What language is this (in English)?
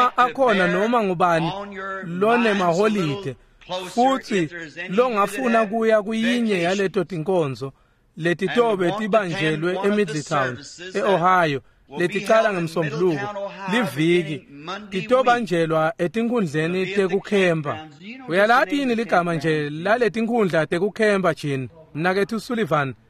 Swati